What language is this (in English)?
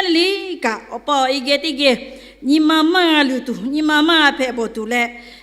Lahu